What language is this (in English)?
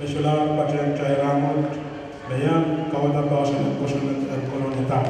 Pohnpeian